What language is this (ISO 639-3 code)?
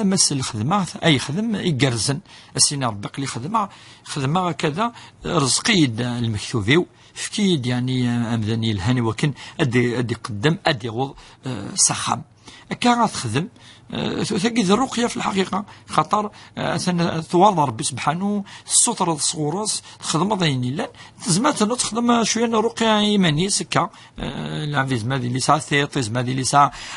kab